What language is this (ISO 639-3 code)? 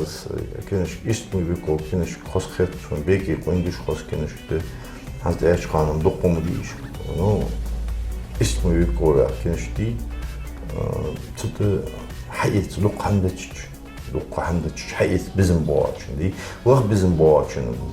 inh